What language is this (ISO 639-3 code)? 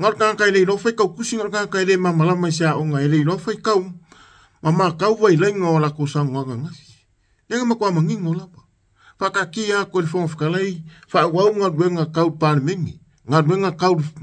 smo